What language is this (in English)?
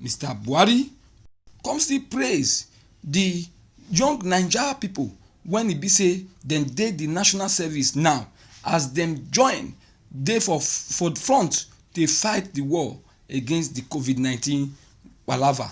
Nigerian Pidgin